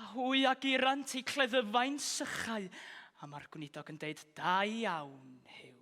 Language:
Welsh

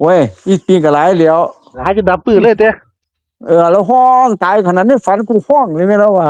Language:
Northeastern Thai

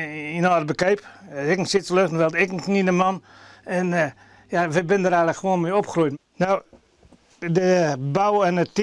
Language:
Western Frisian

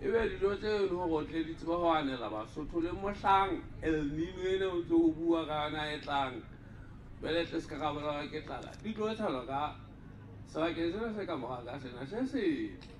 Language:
Southern Sotho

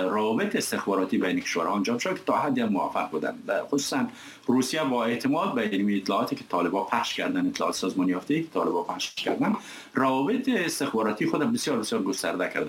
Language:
Persian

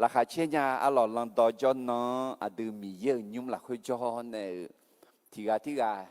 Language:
Akha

